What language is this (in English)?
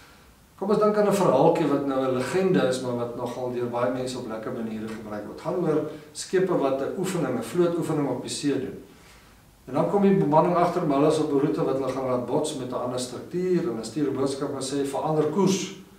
Afrikaans